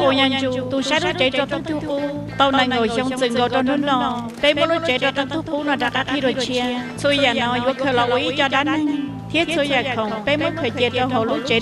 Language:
Hmong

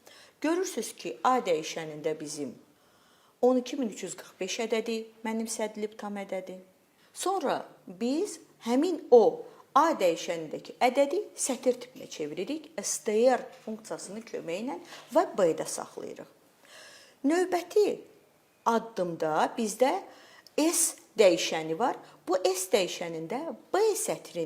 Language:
Azerbaijani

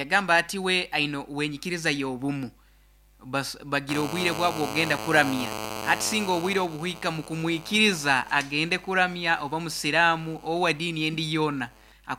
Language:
Nyoro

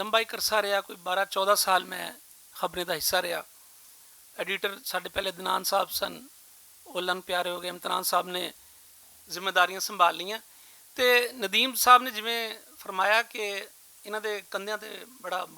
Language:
Western Panjabi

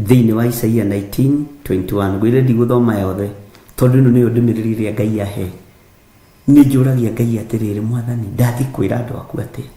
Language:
Kikuyu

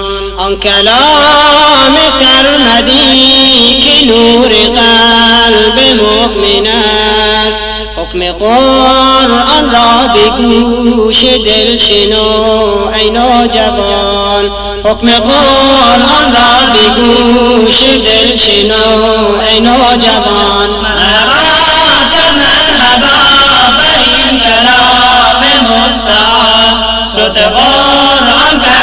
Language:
Persian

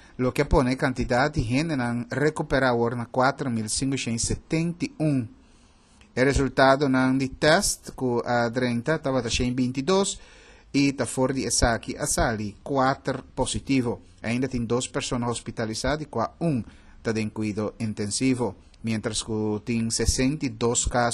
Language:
Papiamento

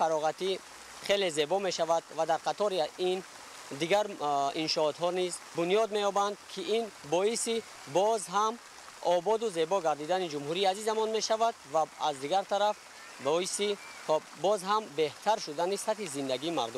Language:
Tajik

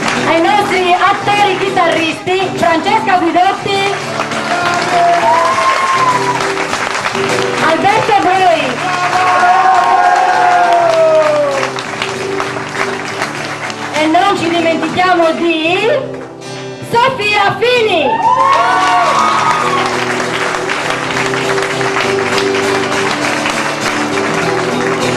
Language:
Italian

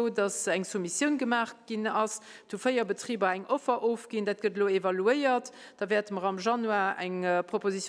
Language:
Luxembourgish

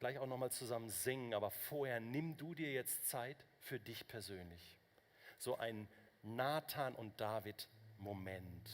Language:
Swiss German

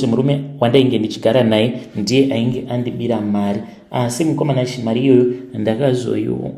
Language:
Shona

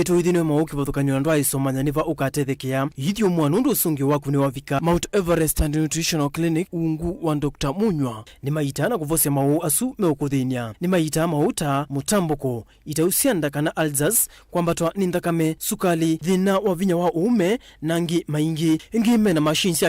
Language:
Kamba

